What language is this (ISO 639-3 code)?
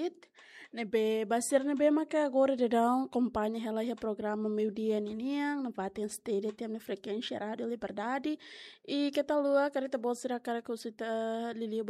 tet